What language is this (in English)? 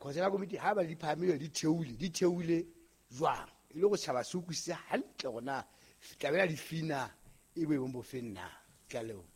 Southern Sotho